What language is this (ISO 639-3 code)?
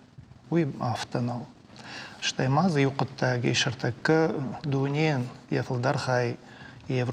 oss